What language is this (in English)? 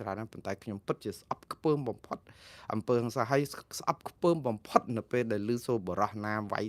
Khmer